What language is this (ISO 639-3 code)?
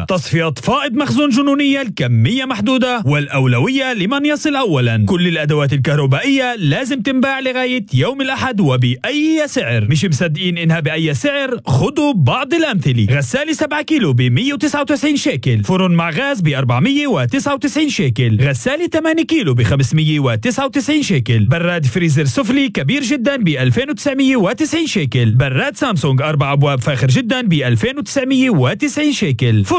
apc